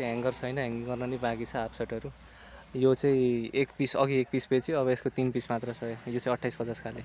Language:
Nepali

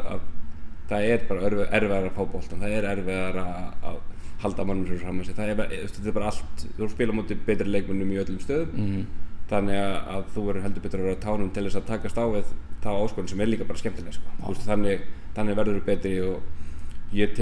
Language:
Icelandic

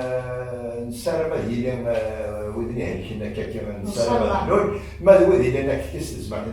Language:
Kabyle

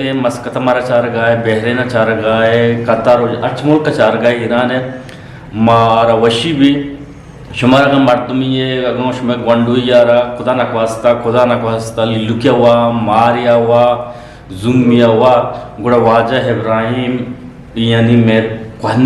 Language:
Eastern Balochi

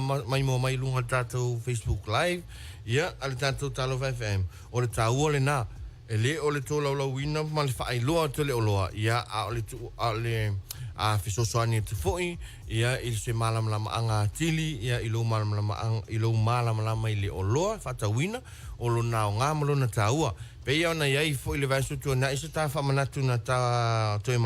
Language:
Samoan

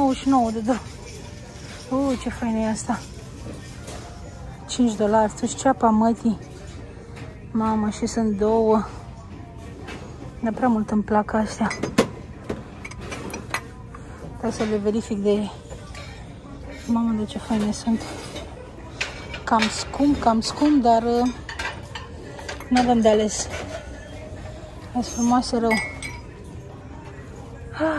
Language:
Romanian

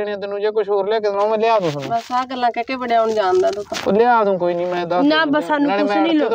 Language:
Punjabi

